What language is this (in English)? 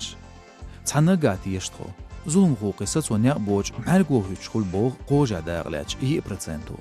Chechen